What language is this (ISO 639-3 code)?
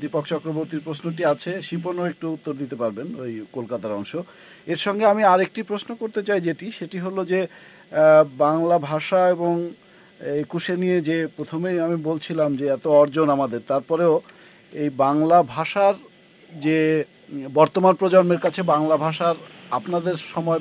ben